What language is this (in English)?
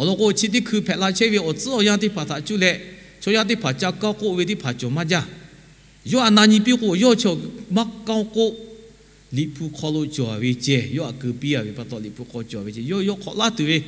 Lahu